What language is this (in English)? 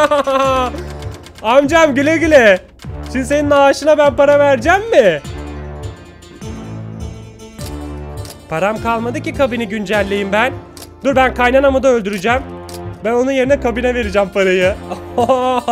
Turkish